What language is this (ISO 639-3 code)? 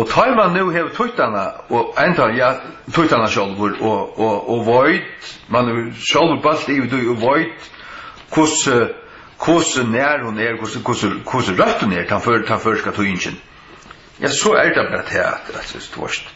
fao